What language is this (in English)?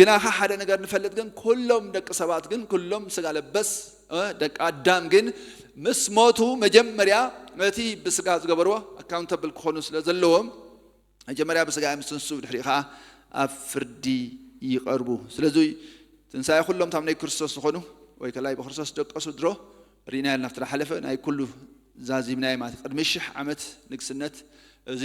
Tigrinya